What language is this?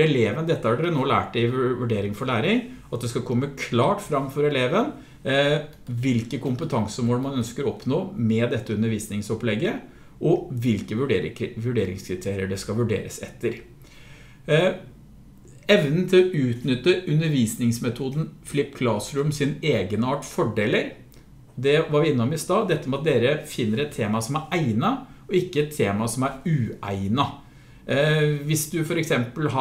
Norwegian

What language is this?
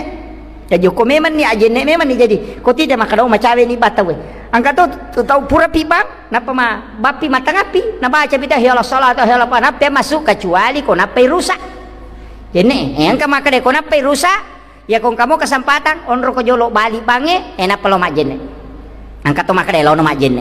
Buginese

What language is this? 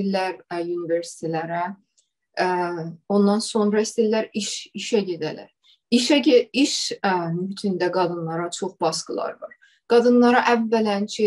South Azerbaijani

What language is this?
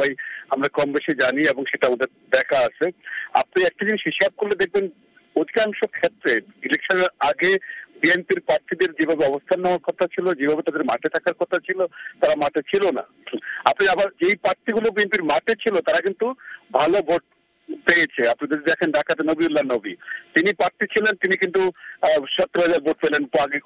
Bangla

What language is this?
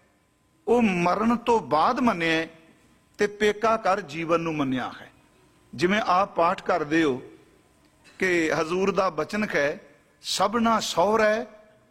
Punjabi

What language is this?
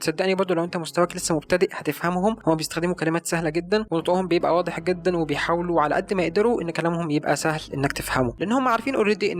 Egyptian Arabic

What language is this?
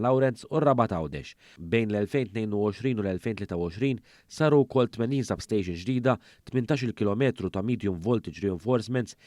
Maltese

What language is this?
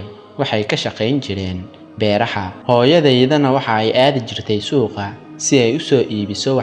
Somali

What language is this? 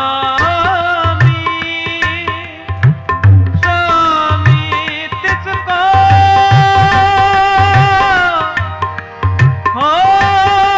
Punjabi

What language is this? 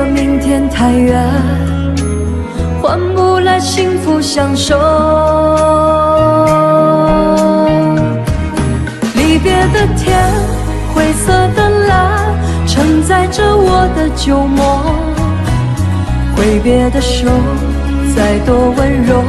Chinese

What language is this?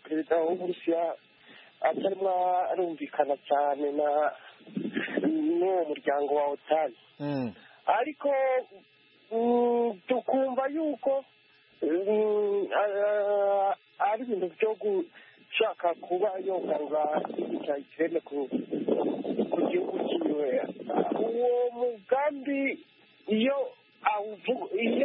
Kinyarwanda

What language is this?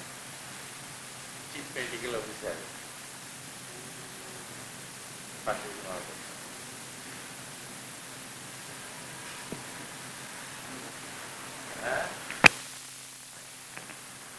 Bangla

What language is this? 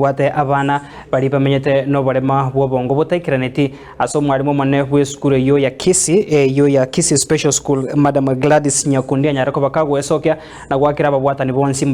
Gusii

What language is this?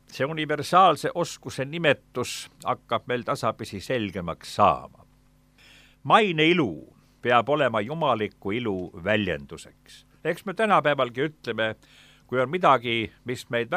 Estonian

